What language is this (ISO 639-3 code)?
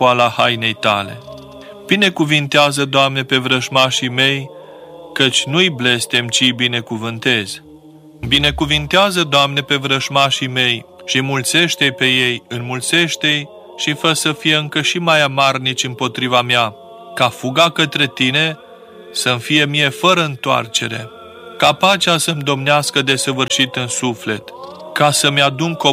ron